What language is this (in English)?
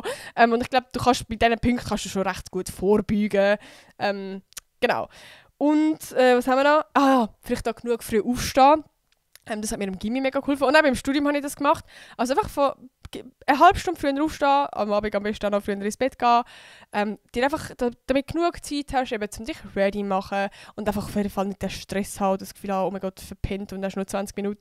Swiss German